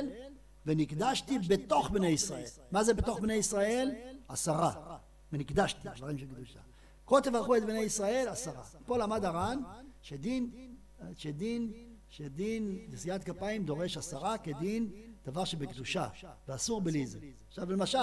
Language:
Hebrew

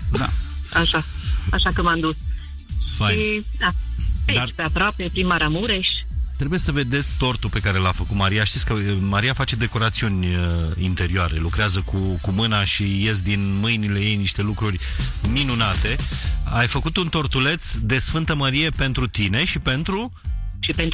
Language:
Romanian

